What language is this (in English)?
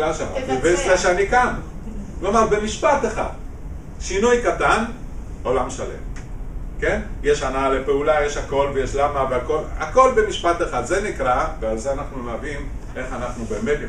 Hebrew